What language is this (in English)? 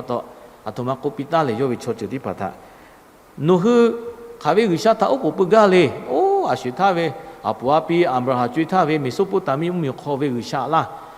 Lahu